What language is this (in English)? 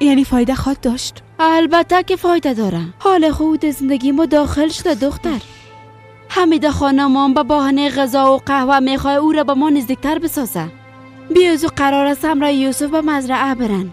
Persian